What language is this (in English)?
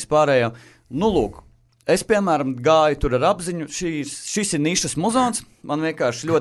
Latvian